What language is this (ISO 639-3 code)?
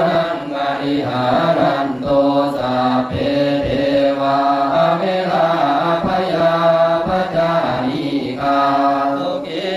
pli